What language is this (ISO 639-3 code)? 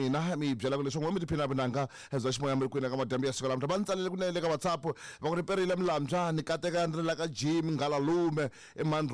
tso